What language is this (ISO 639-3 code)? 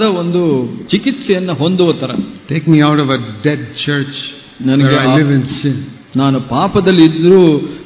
kan